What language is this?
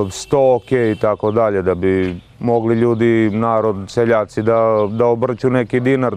Serbian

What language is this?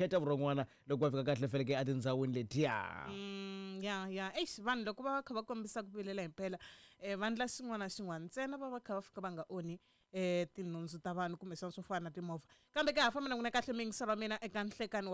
Tsonga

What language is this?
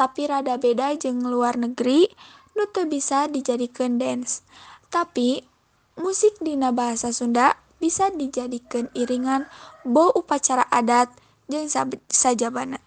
Sundanese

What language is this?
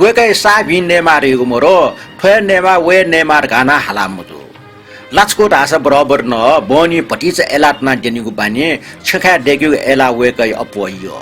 Newari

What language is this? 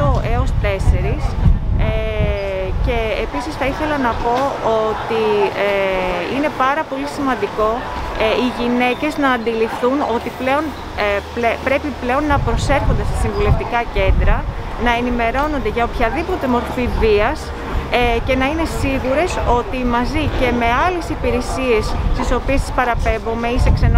Greek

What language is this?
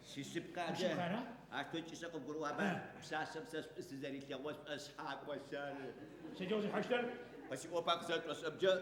Adyghe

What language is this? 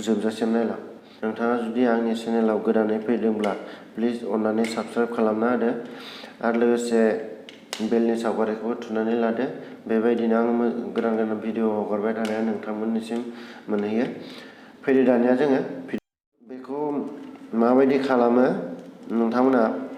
Bodo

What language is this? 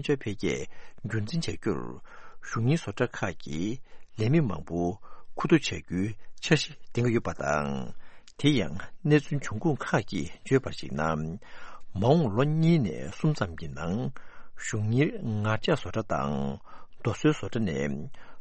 Tibetan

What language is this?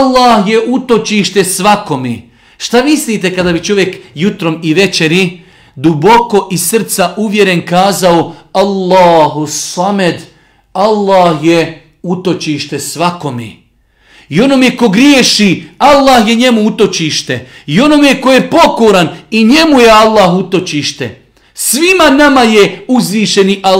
Bosnian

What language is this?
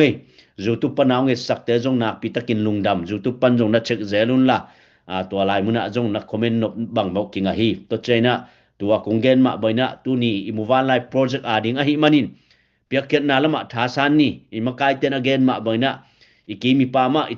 Tedim Chin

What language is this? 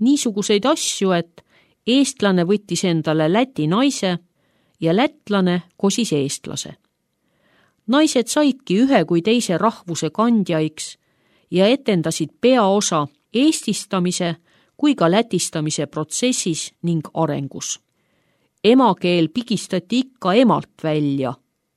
Estonian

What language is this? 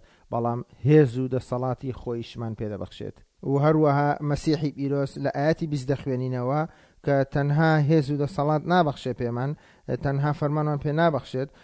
Central Kurdish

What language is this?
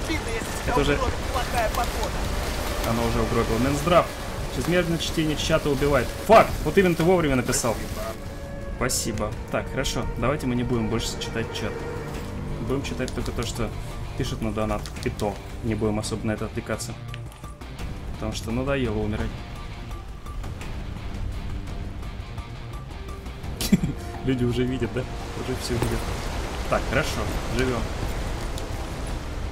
Russian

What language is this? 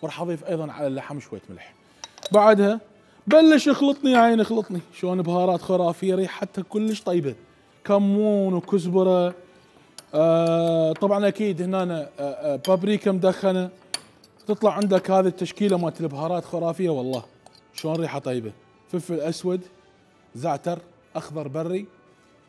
Mesopotamian Arabic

